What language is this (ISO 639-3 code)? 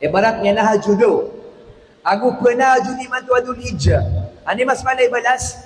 mrw